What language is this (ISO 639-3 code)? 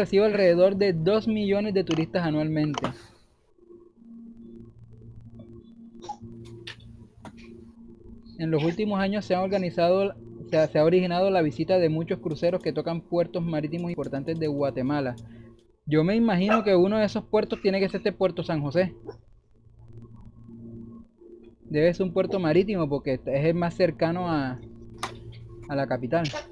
spa